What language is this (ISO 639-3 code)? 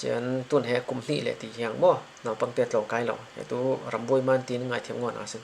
cfm